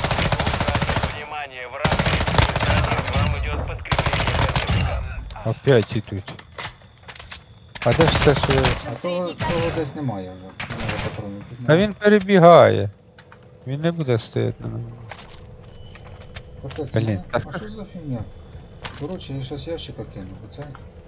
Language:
Ukrainian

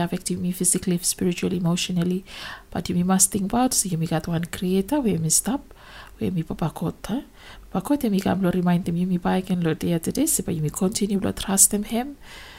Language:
Bislama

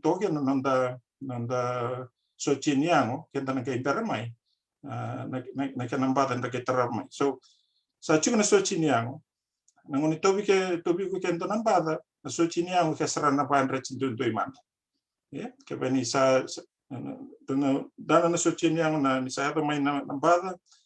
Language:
Fijian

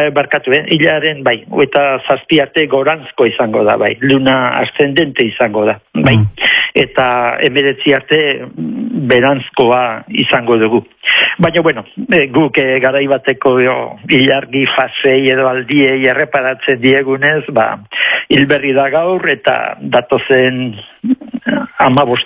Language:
Basque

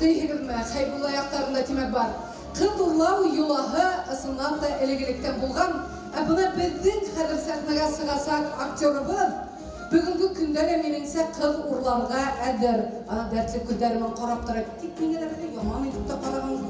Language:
Bashkir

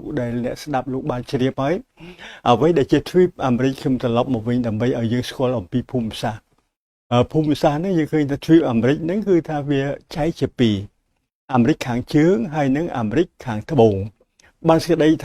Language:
Khmer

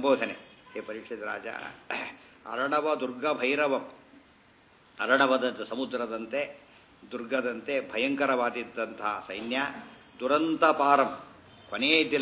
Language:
Kannada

